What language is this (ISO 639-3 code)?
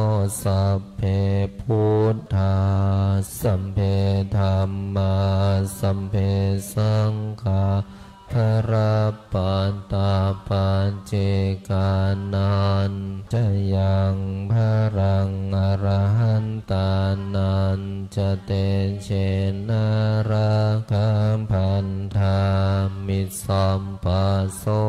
pli